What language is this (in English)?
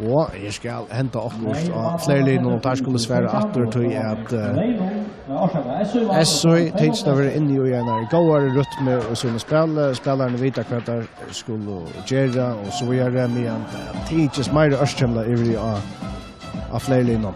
Faroese